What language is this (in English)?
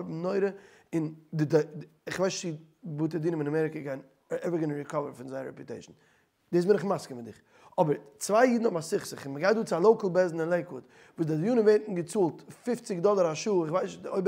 Yiddish